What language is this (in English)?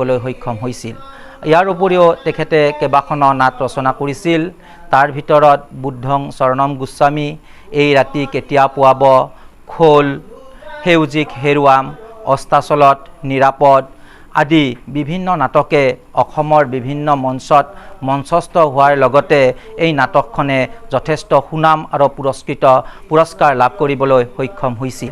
Assamese